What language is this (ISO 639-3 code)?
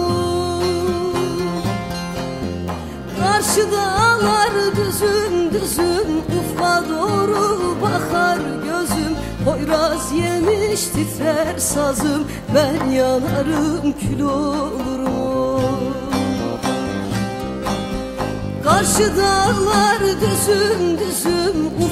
tur